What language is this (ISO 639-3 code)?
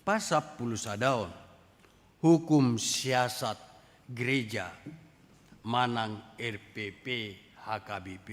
bbc